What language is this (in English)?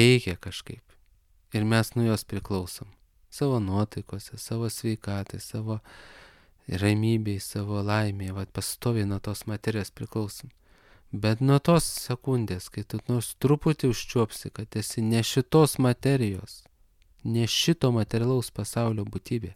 Lithuanian